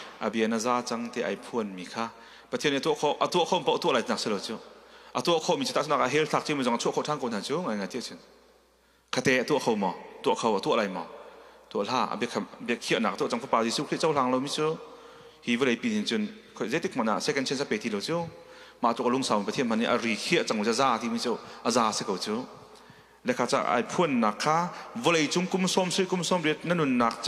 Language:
Hakha Chin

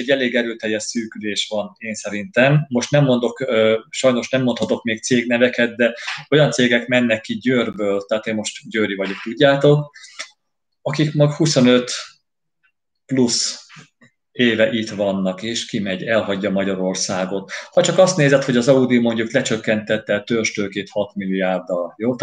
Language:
Hungarian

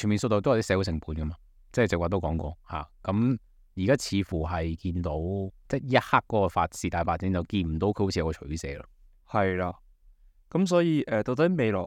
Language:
Cantonese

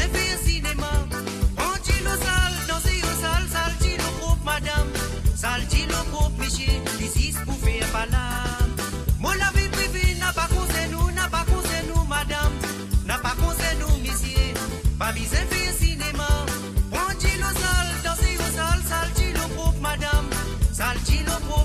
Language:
Morisyen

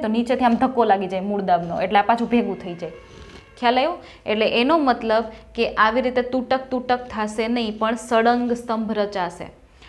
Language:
Gujarati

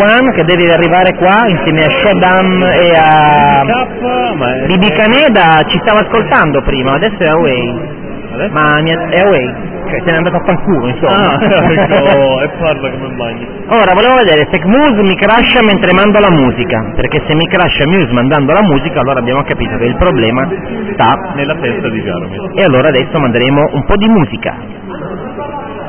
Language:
Italian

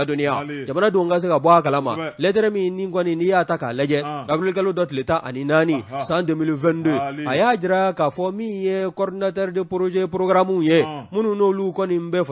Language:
Bambara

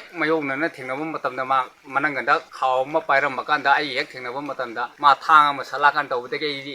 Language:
Manipuri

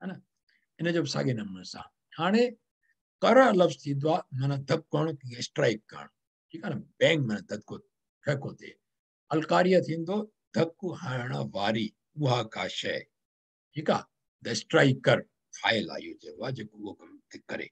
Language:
Sindhi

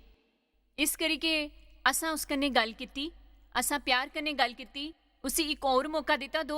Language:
Dogri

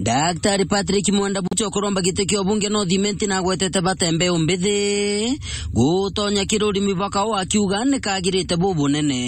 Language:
Meru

